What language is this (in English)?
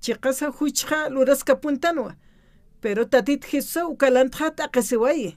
Aymara